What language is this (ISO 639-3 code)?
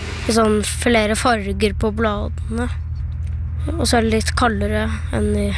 nor